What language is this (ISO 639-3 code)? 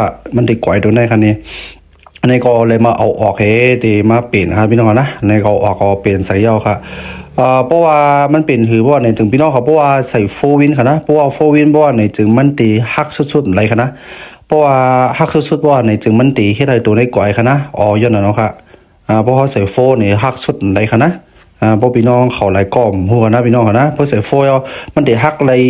shn